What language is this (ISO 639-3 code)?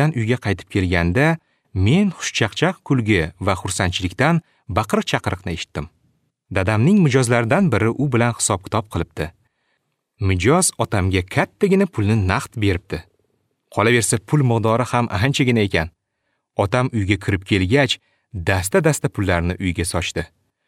uzb